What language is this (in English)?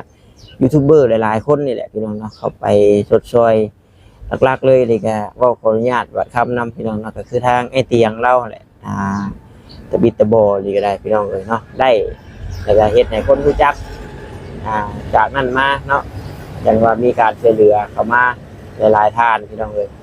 Northeastern Thai